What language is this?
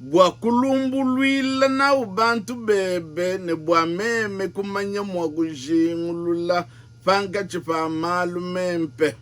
Luba-Lulua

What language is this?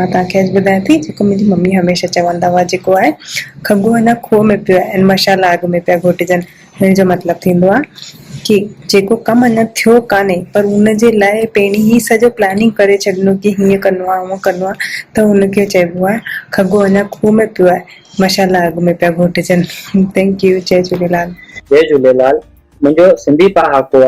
Sindhi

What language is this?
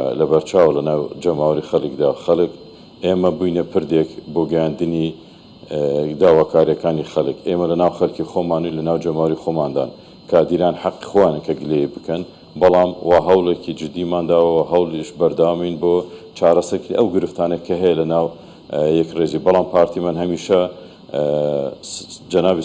Central Kurdish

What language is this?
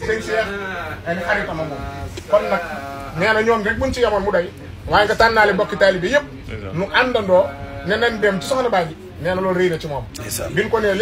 Wolof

